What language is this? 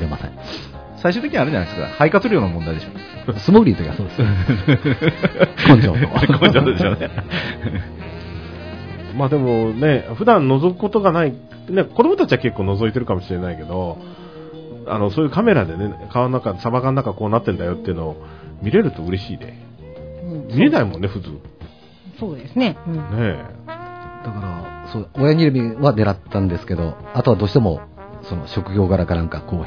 Japanese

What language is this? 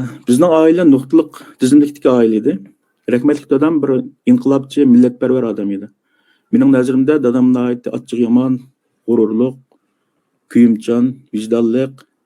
Uyghur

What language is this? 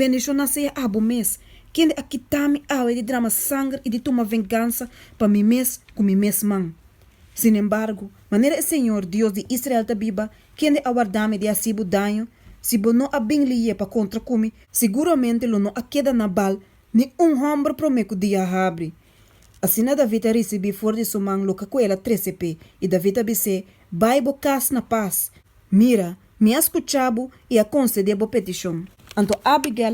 Papiamento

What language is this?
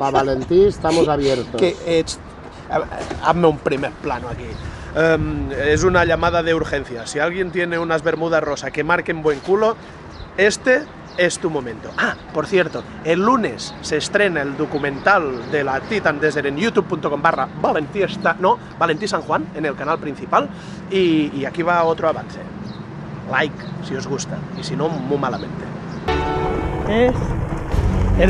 Spanish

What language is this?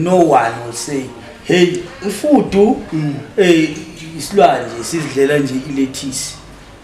Zulu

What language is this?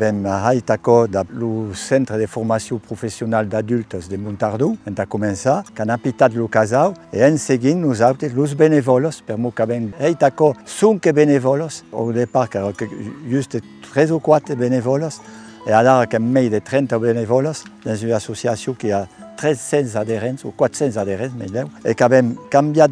Occitan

